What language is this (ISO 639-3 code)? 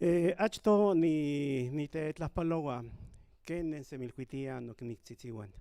nhn